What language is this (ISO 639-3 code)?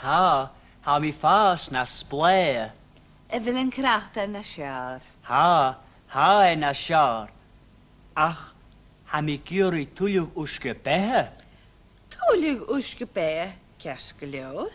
gla